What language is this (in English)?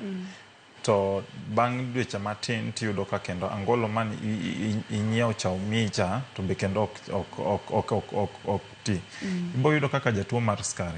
Luo (Kenya and Tanzania)